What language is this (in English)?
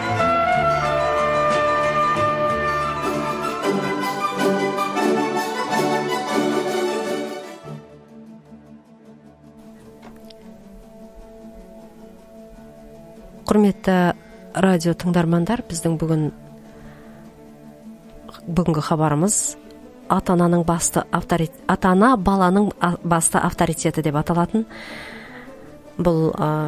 Kazakh